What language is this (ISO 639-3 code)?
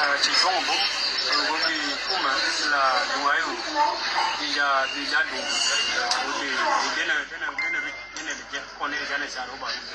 nus